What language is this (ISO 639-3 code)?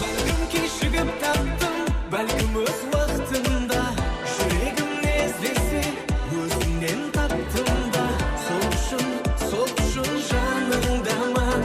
kaa